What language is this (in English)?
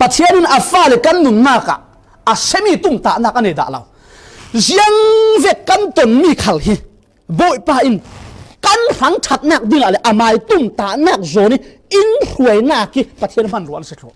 Falam Chin